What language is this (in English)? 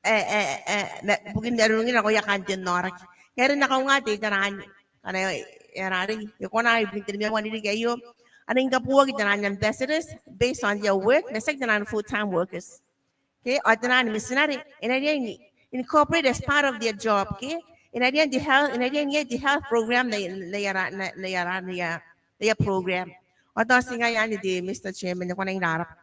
Gilbertese